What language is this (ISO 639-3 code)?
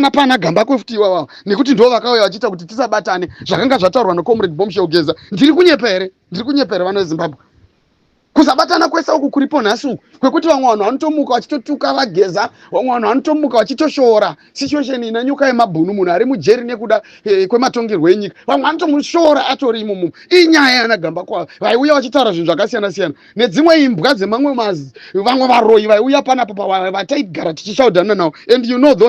sna